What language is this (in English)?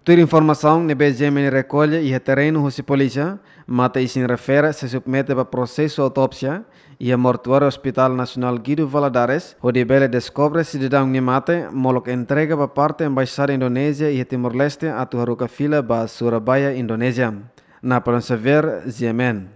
Tetum